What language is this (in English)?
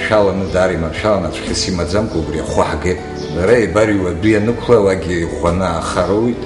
Abkhazian